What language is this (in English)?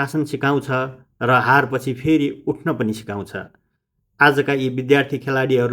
Nepali